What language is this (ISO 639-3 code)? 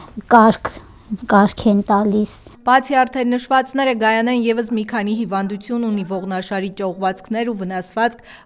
hye